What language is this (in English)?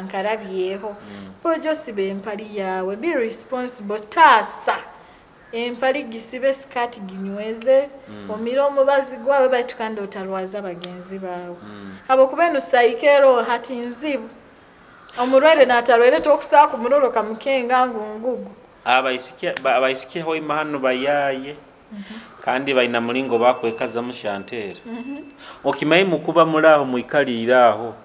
Nyoro